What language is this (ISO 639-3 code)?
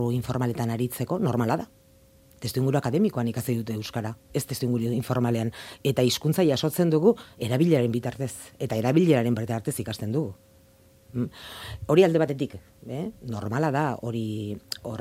eus